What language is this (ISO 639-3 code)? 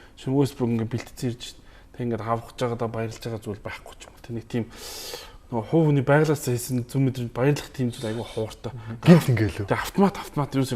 mon